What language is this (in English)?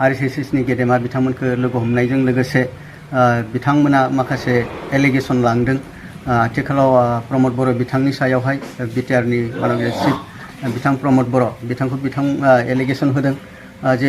Bodo